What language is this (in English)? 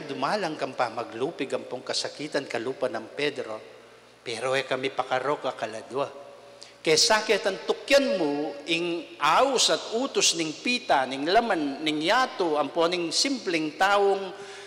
Pampanga